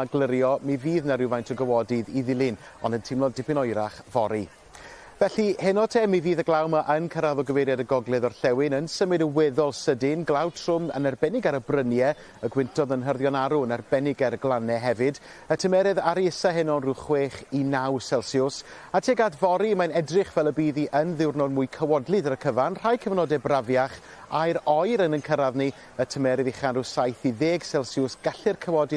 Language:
Welsh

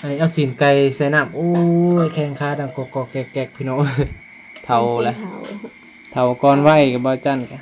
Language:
Northeastern Thai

